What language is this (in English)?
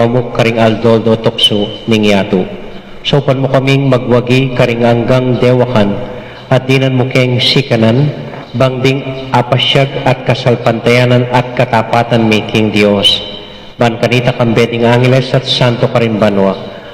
Pampanga